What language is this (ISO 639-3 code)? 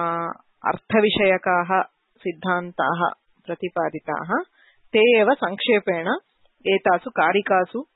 san